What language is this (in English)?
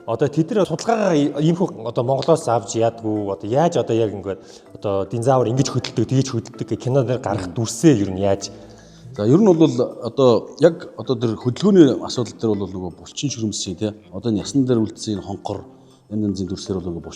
Mongolian